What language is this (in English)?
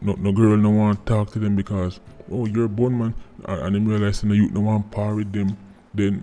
Jamaican Creole English